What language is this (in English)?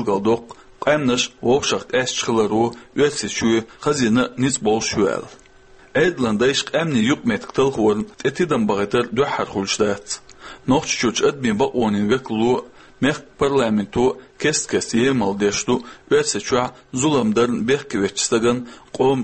Chechen